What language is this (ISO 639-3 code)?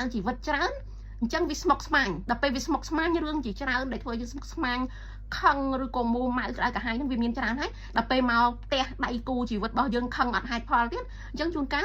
khm